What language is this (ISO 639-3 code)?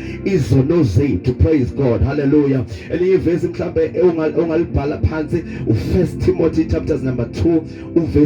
zul